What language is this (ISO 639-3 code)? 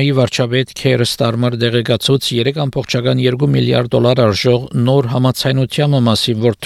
hye